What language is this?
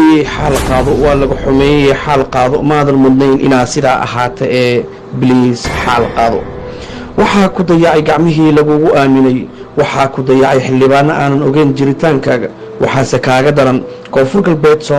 Somali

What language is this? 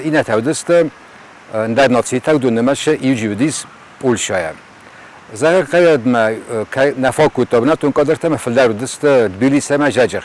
Ossetic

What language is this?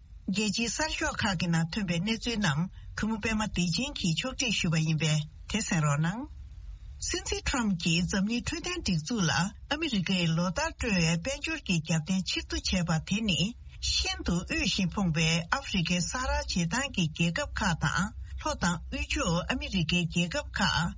Tibetan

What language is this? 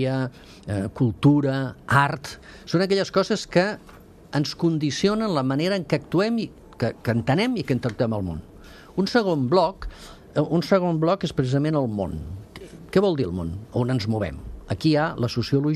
Catalan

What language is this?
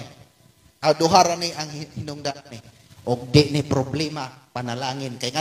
Cebuano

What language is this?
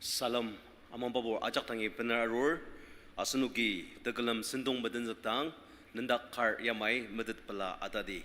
Ao Naga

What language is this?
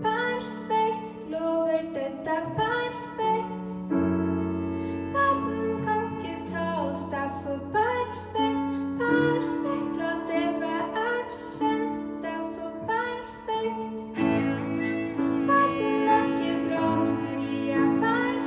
Norwegian Bokmål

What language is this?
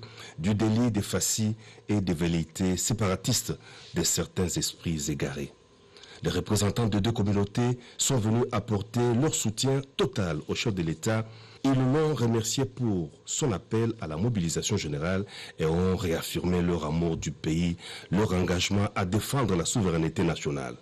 French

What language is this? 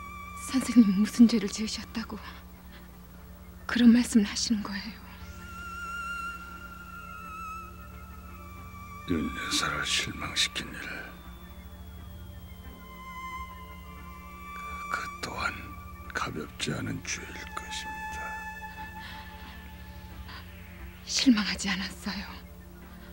Korean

